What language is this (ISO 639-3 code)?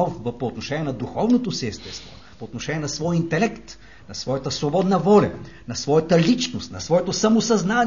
bul